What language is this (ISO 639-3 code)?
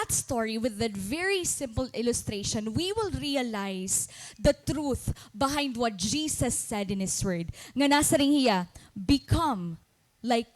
war